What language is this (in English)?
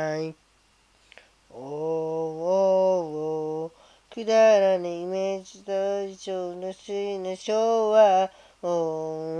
Japanese